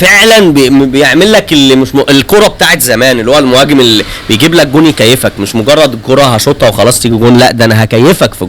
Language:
Egyptian Arabic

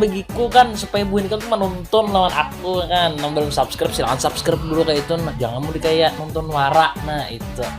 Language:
Banjar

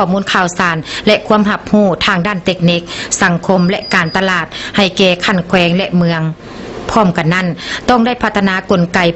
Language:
Lao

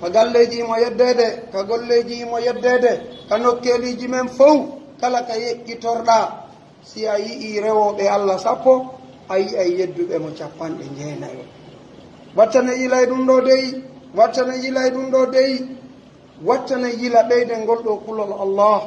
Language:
Pular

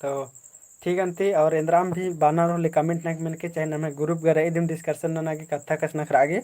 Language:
Kurukh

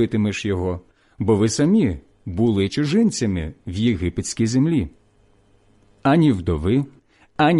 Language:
Ukrainian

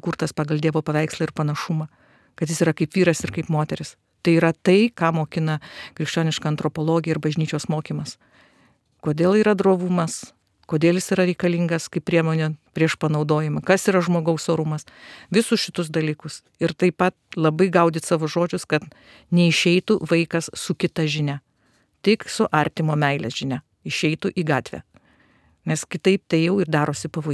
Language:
Lithuanian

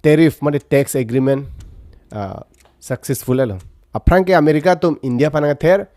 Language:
Karbi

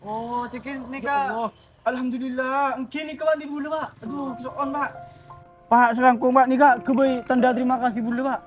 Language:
Madurese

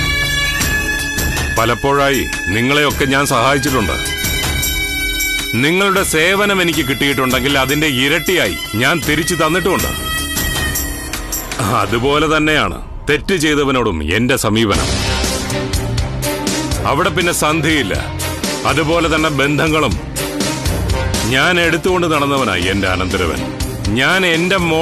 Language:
Malayalam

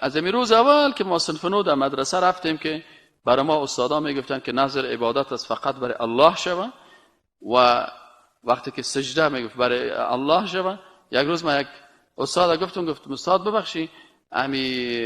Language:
Persian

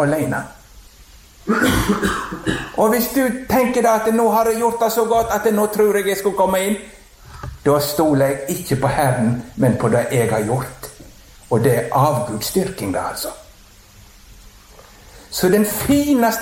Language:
Norwegian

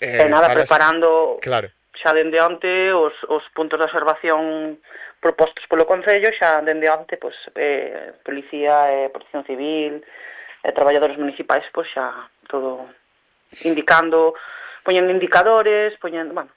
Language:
Galician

